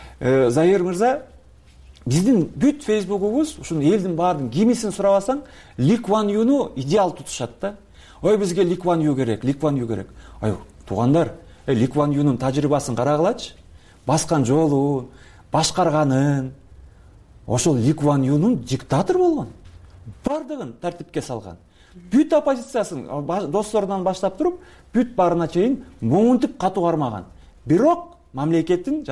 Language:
Kyrgyz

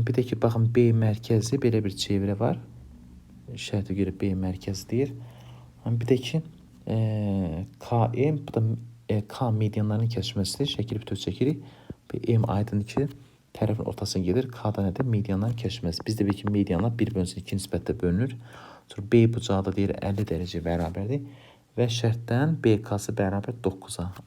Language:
Azerbaijani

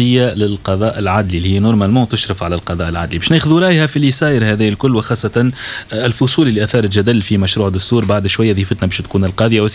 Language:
Tunisian Arabic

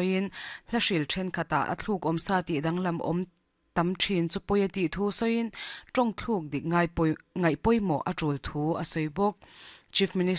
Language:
Mizo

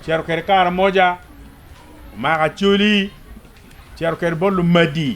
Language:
Acoli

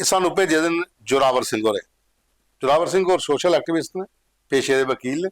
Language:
Dogri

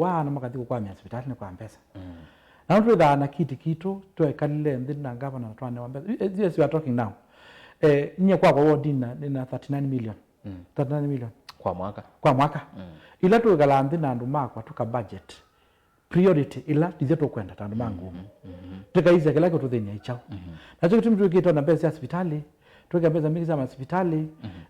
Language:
Kamba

